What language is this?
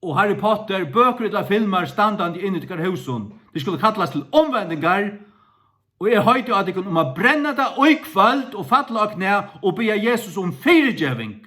Faroese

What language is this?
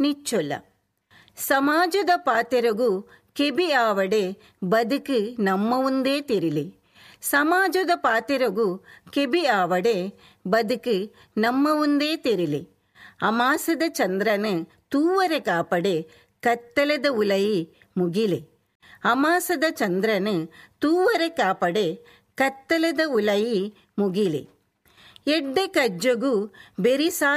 Tulu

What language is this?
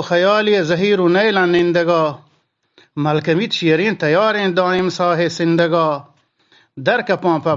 Eastern Balochi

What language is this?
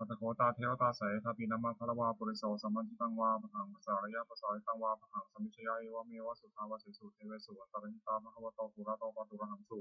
Pali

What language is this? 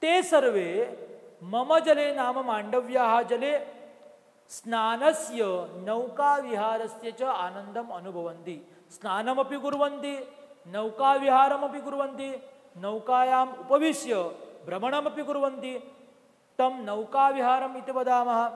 Sanskrit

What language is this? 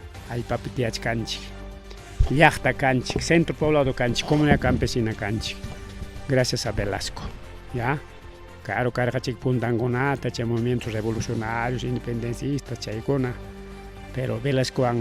Ayacucho Quechua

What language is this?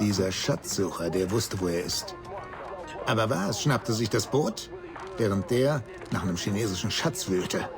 Bavarian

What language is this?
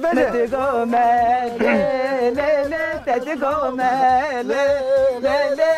Zaza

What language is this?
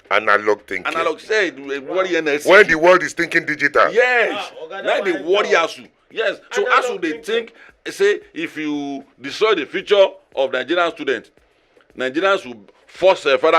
Nigerian Pidgin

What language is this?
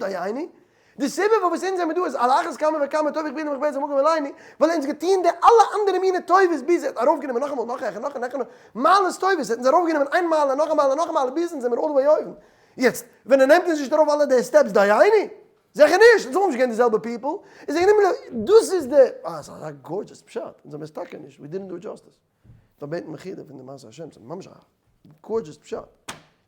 Yiddish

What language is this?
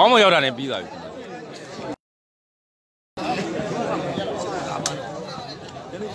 Burmese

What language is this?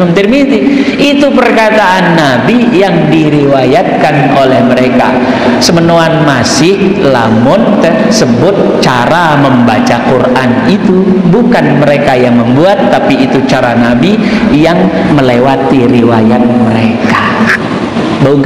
Sasak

